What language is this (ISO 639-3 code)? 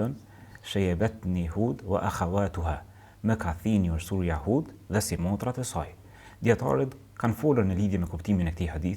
sqi